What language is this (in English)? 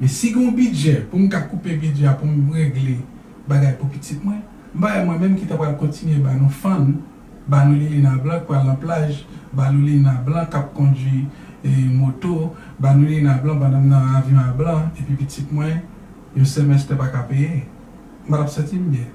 Haitian Creole